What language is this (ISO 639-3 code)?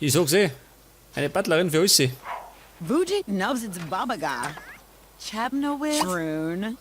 bar